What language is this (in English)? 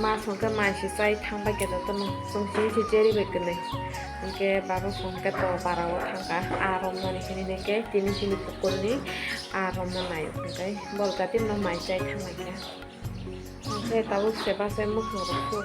Kok Borok